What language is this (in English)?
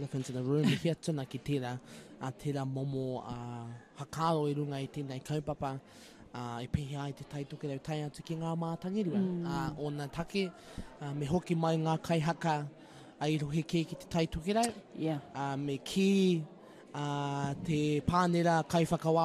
Māori